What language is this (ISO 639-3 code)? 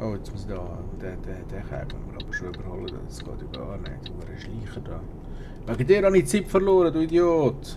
gsw